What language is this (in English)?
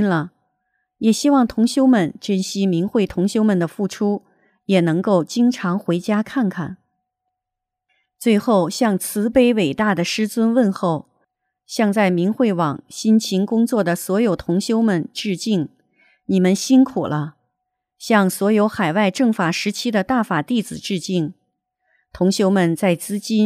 Chinese